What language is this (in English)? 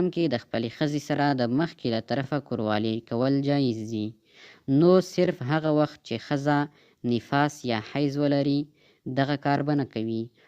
Pashto